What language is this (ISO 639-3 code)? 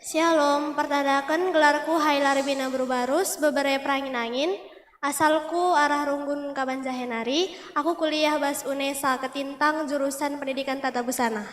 btx